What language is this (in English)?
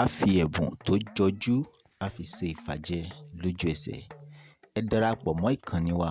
Yoruba